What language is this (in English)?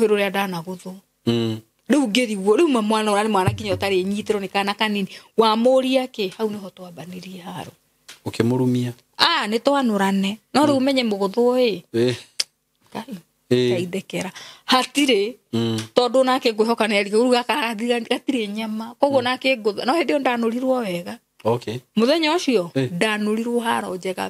Kikuyu